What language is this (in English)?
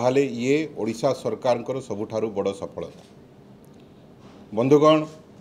Odia